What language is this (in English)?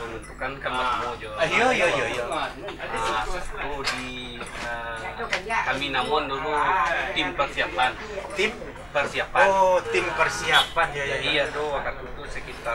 Minangkabau